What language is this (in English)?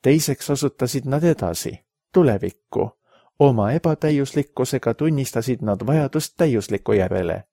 Estonian